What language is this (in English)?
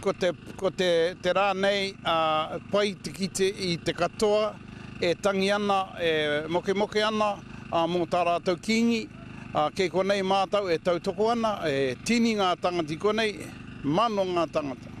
Māori